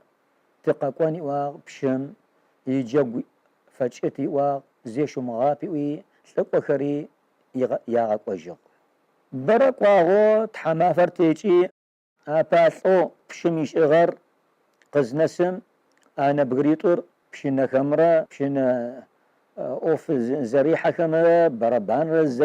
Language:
Kabardian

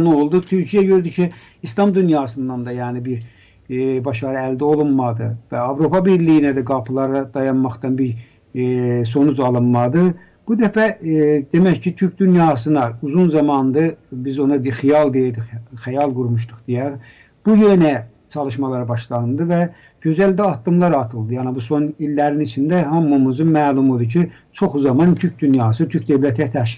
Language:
Azerbaijani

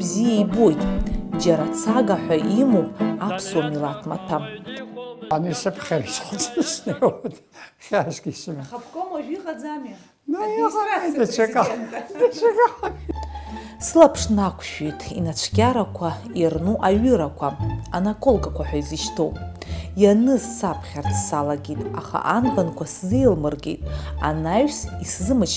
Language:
Abkhazian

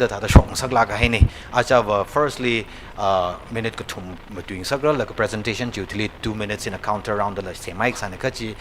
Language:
Tangkhul Naga (India)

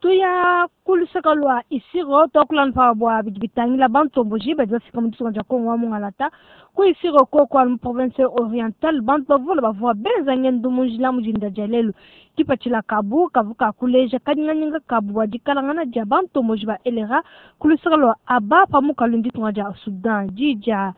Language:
Luba-Lulua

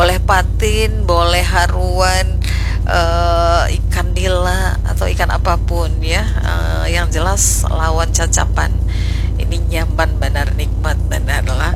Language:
Banjar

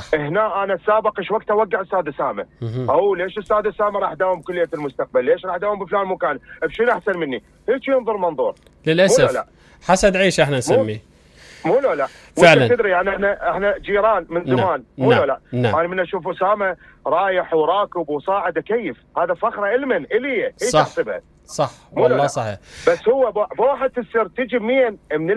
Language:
Mesopotamian Arabic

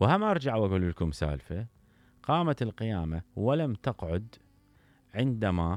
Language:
Mesopotamian Arabic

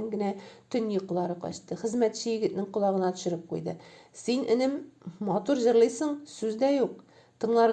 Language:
Tatar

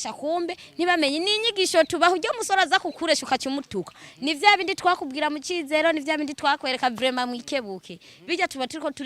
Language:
Rundi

